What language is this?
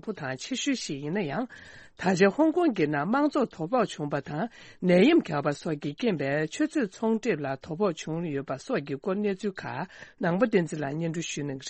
Tibetan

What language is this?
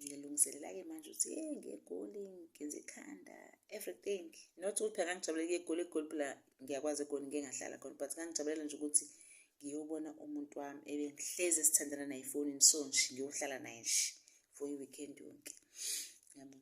Zulu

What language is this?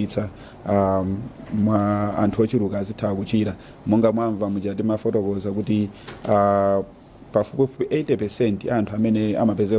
Nyanja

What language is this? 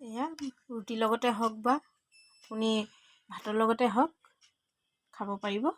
Assamese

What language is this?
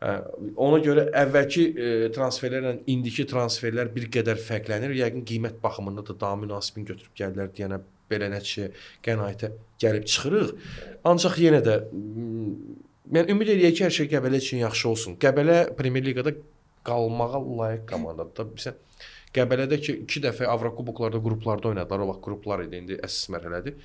Azerbaijani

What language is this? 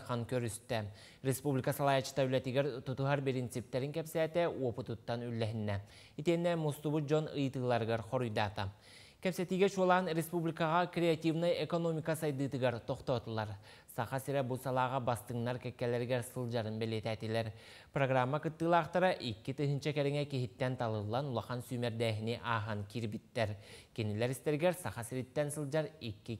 Yakut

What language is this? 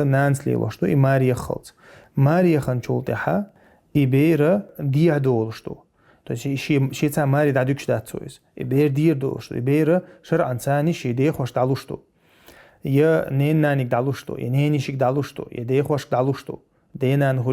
Chechen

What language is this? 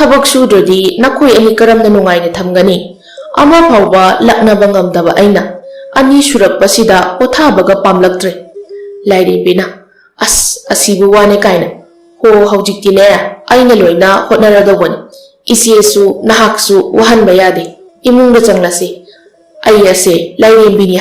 Manipuri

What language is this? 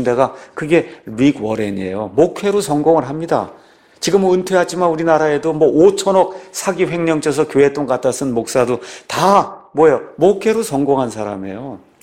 Korean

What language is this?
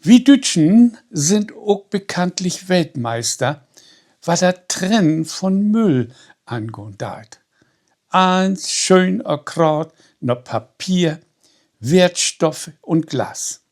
Low German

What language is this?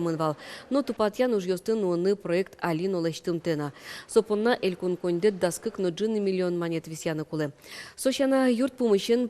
Udmurt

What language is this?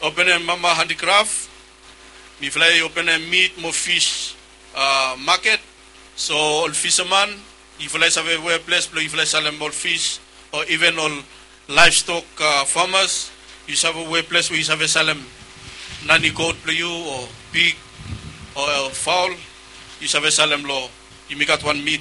Bislama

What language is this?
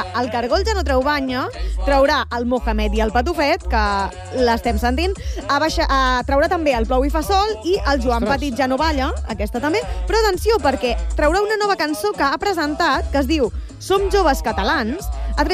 Catalan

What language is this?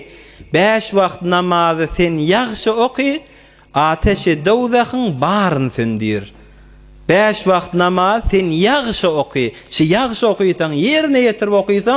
Turkmen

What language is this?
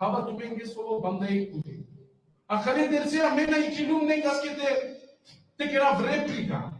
Balkan Romani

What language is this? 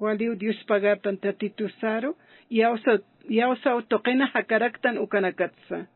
Aymara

